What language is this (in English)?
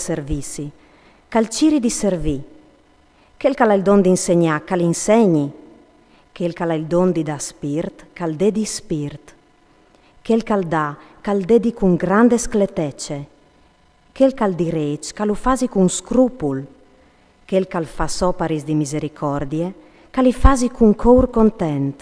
Friulian